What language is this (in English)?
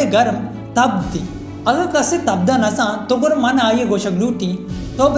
Baluchi